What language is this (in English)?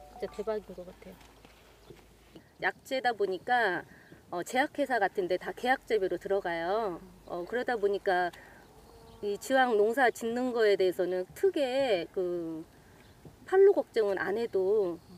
Korean